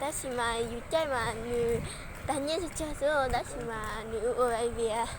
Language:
Hmong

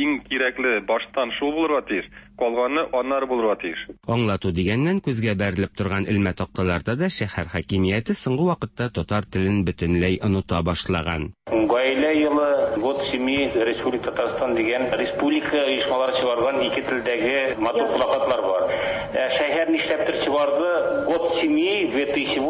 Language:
Tatar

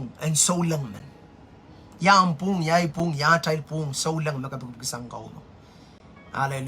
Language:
Pohnpeian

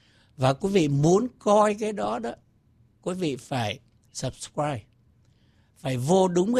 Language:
Vietnamese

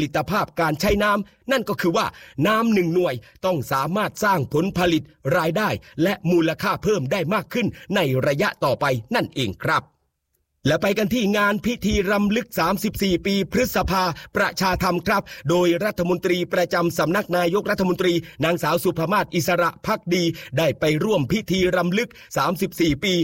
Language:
Thai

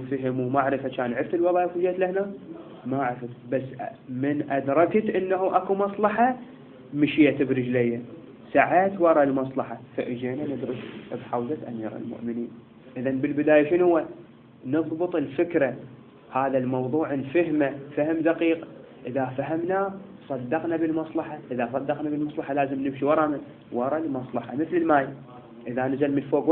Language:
Mesopotamian Arabic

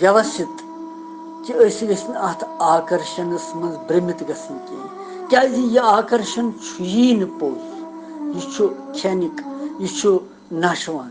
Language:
Kashmiri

